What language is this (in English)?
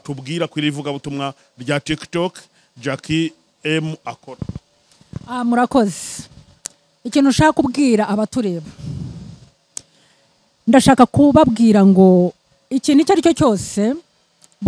Kinyarwanda